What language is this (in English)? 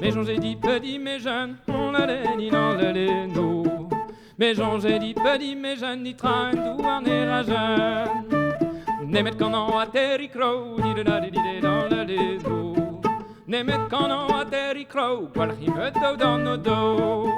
Breton